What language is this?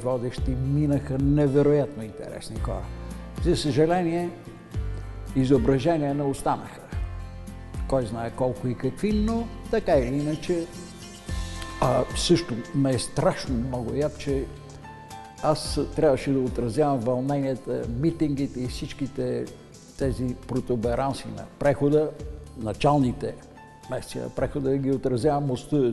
Bulgarian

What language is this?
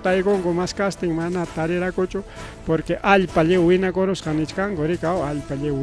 Ayacucho Quechua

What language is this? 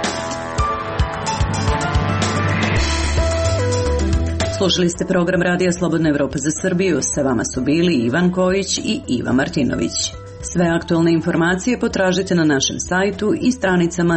Serbian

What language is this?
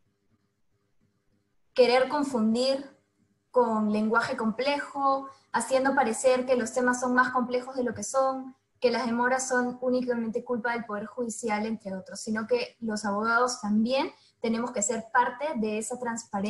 Spanish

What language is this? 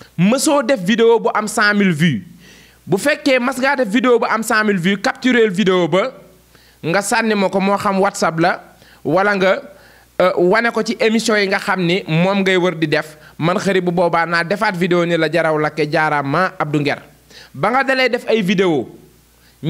Wolof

